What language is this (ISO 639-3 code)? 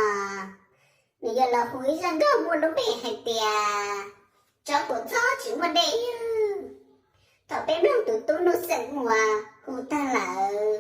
hmn